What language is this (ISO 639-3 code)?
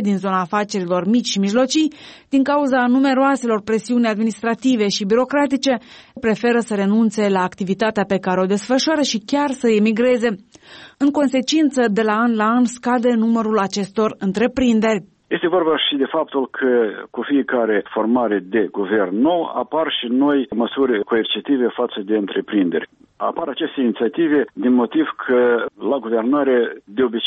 ron